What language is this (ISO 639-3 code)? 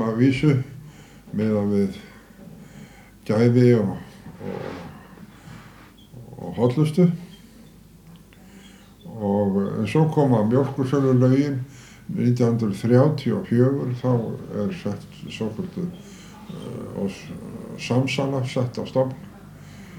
isl